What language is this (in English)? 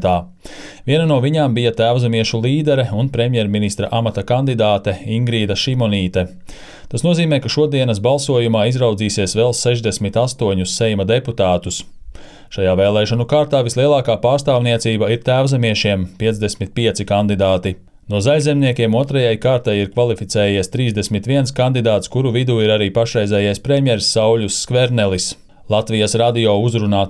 Latvian